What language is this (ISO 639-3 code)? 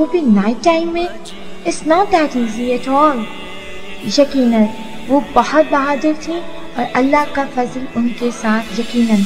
urd